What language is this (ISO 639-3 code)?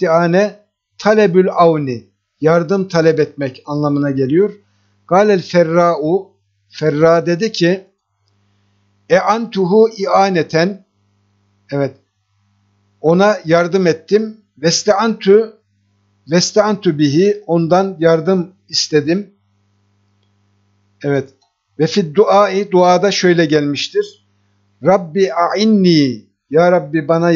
tur